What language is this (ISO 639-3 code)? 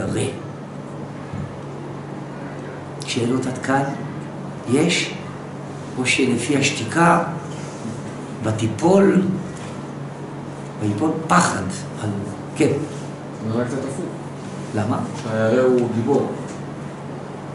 heb